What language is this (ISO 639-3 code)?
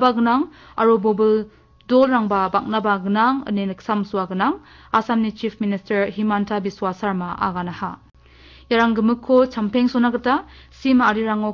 grt